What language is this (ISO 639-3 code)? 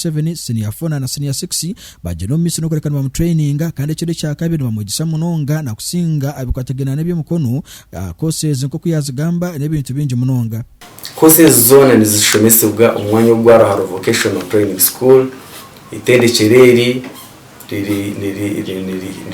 nyn